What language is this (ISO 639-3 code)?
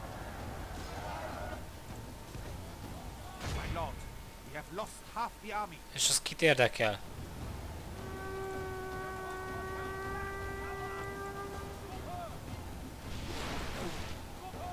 hun